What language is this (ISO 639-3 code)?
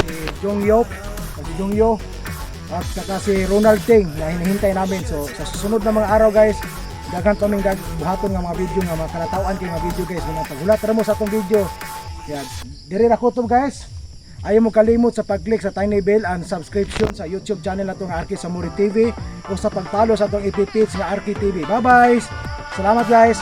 ceb